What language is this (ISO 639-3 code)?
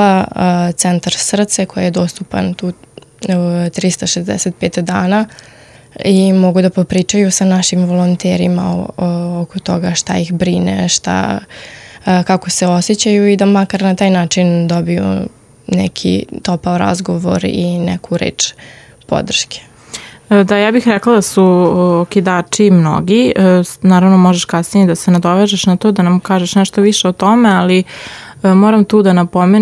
srp